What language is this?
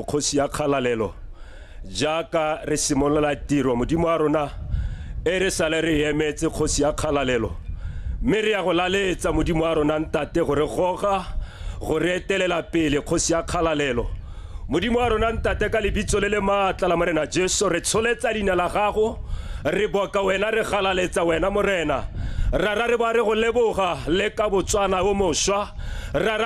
Tswana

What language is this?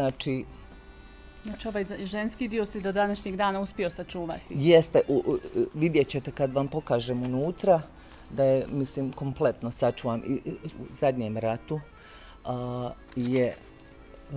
Bosnian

